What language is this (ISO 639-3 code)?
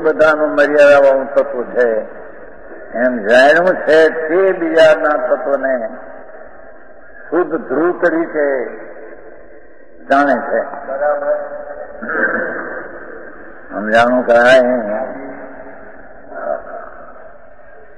guj